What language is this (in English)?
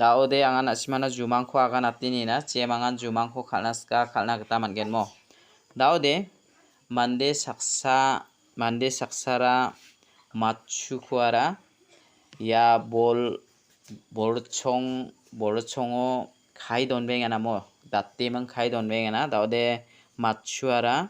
Garo